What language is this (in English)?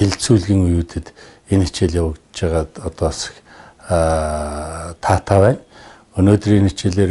Mongolian